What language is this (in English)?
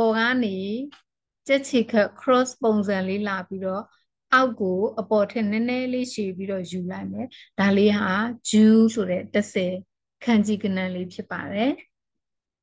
Burmese